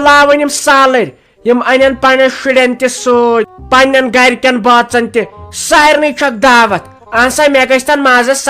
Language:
Kashmiri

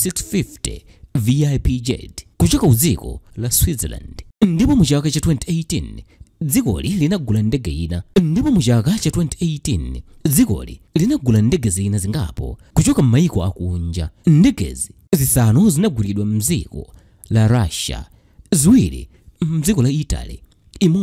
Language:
Nyanja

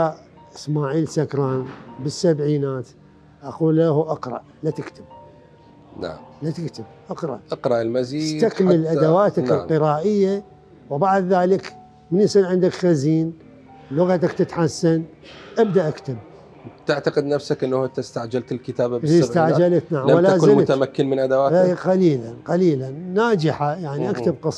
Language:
Mesopotamian Arabic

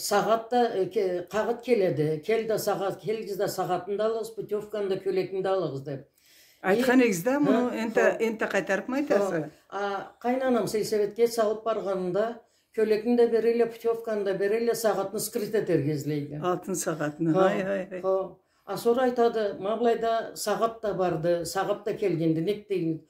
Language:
Karachay-Balkar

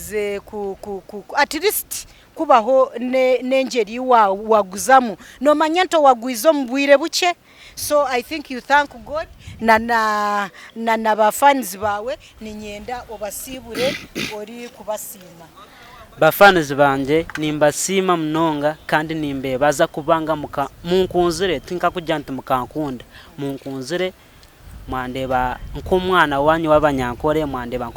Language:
Nyankole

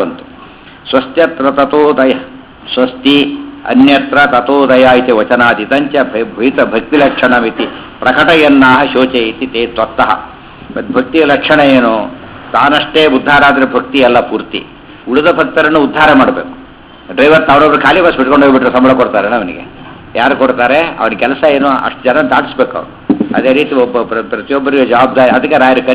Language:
Kannada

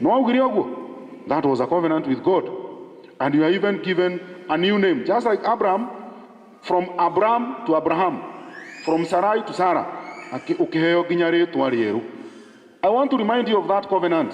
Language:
Kikuyu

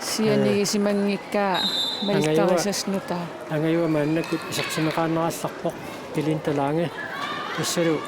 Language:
Kalaallisut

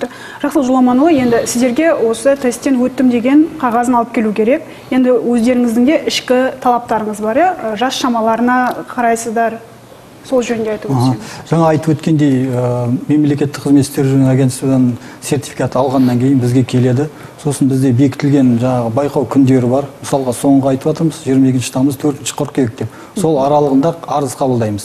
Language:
Kazakh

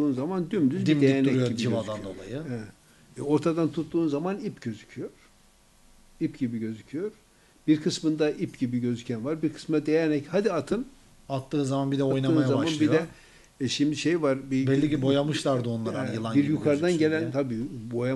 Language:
Turkish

